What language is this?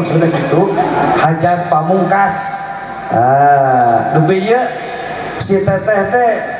Sundanese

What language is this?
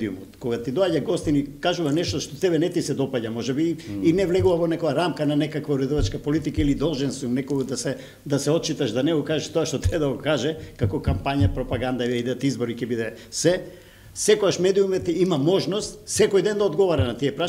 Macedonian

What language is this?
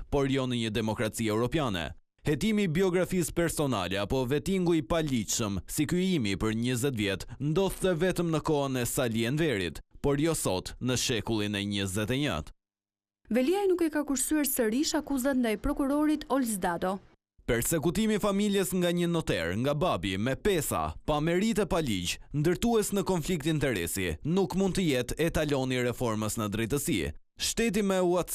Albanian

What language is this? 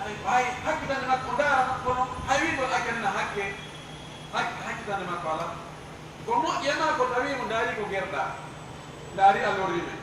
Fula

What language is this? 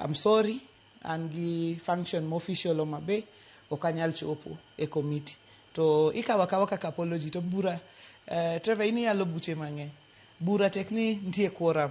Luo (Kenya and Tanzania)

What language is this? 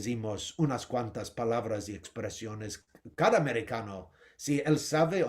Ladino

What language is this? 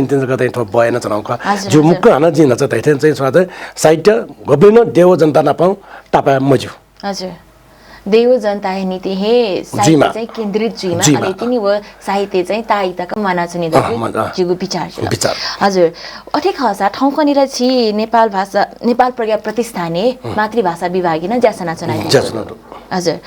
Newari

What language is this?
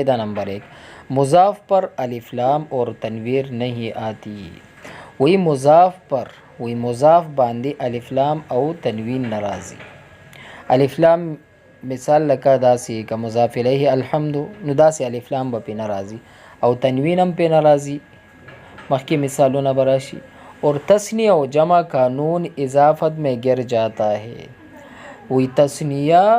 Pashto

